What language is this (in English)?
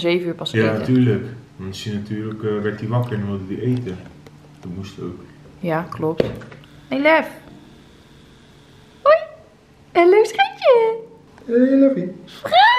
Dutch